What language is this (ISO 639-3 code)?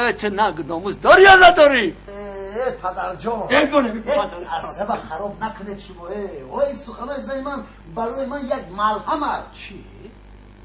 tgk